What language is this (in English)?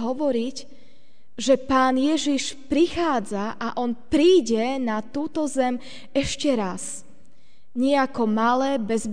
Slovak